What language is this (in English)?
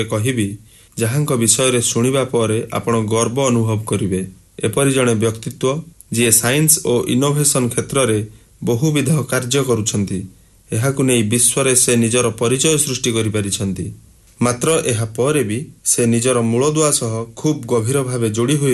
Odia